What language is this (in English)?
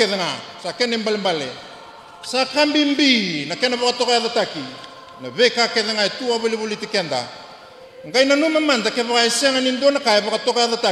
Fijian